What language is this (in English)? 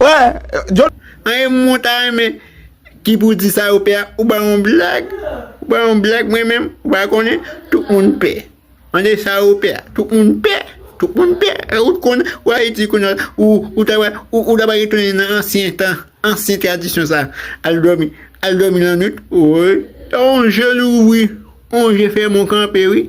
Haitian Creole